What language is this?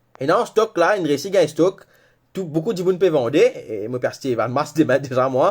Morisyen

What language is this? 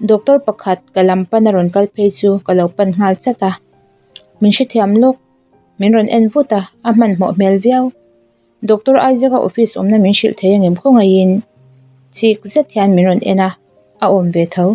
Mizo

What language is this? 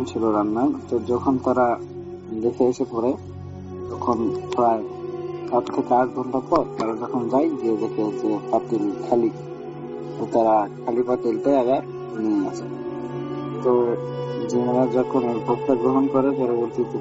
Bangla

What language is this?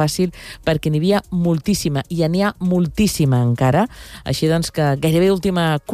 Catalan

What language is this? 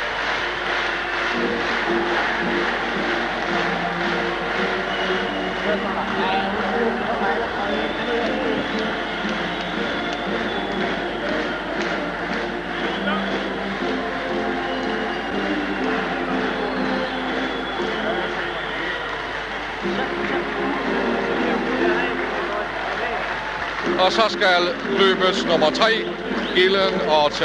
Danish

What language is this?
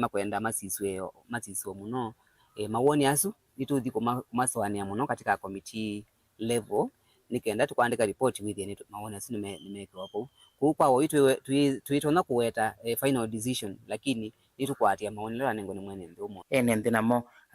Kamba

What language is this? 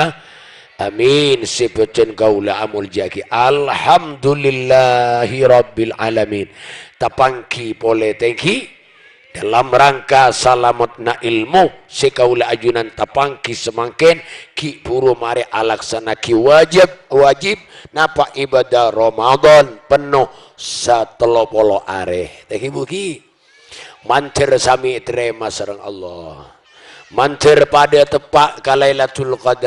Madurese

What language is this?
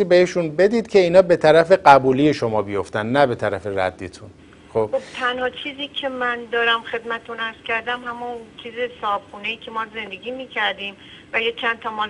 Persian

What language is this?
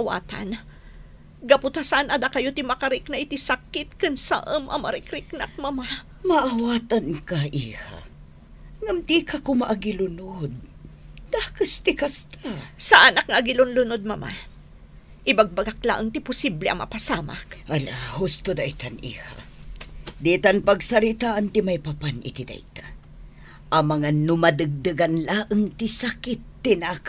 Iloko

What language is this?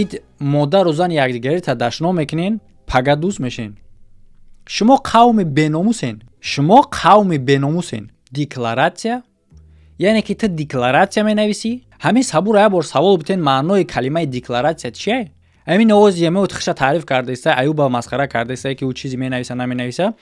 Tajik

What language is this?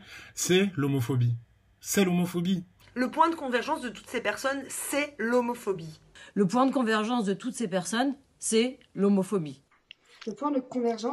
French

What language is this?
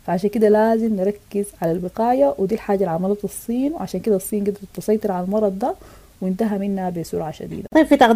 Sudanese Arabic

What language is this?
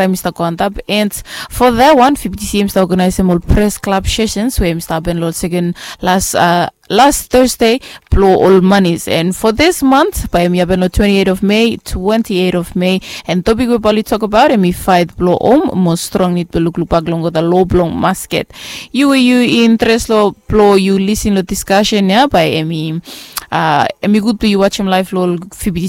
Bislama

